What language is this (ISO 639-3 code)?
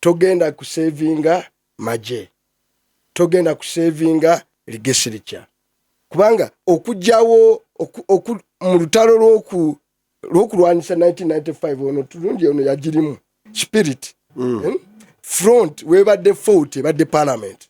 lug